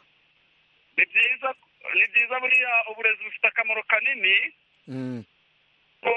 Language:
Kinyarwanda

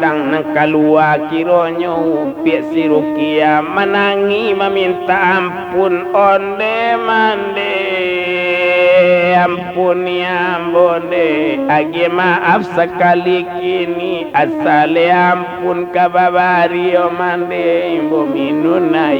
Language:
Minangkabau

